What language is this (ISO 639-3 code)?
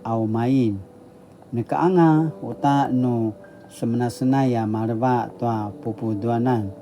pwn